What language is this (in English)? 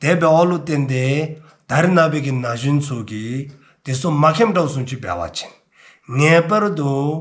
Dzongkha